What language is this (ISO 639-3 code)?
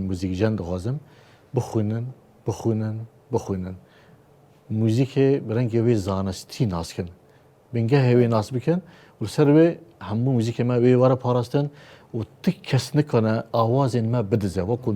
kur